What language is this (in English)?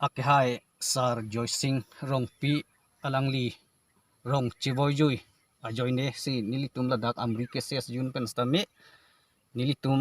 Karbi